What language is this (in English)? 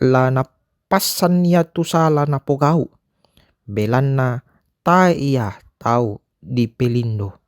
Toraja-Sa'dan